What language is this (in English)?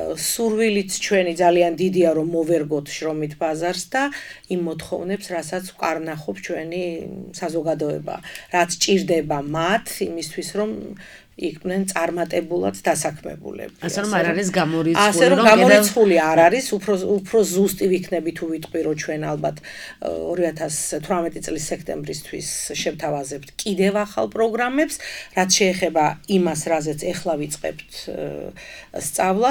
Georgian